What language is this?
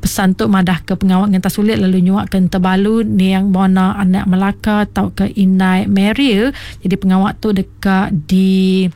Iban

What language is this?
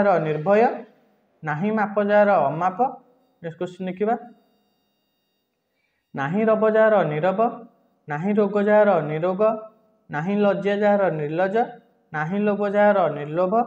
Odia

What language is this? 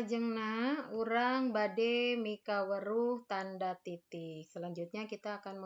Sundanese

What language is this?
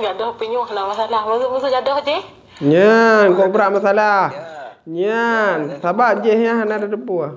Achinese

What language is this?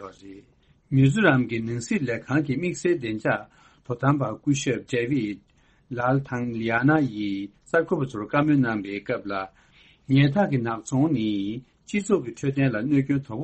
Tibetan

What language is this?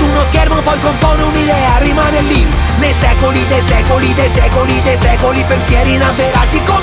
Italian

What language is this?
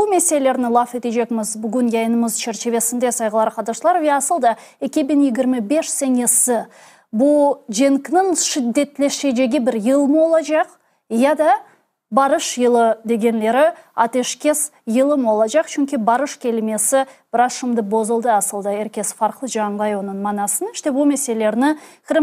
Crimean Tatar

